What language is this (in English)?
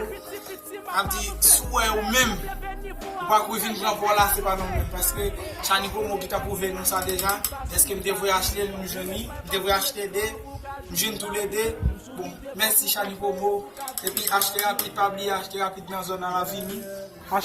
Haitian Creole